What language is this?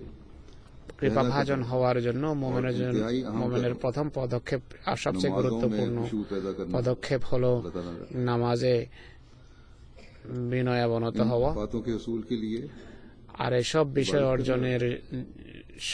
Bangla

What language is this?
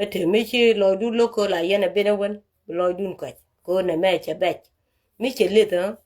Nuer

